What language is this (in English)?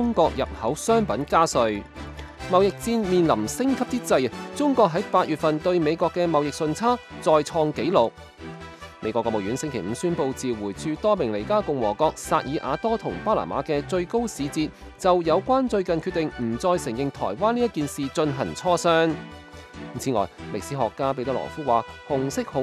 Cantonese